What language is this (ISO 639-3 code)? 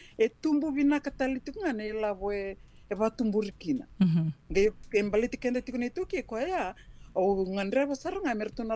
fij